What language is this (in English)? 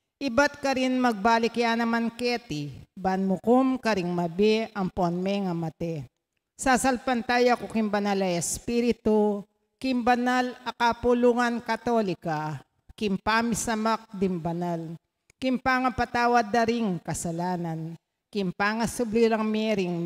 Pampanga